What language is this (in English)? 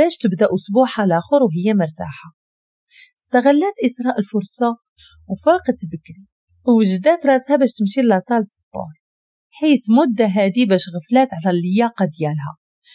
Moroccan Arabic